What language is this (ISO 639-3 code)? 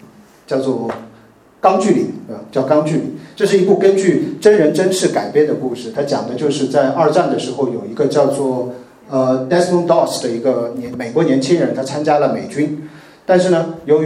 zho